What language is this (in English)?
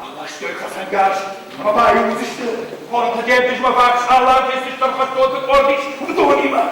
Ossetic